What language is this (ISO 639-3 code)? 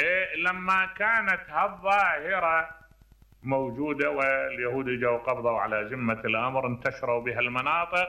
acm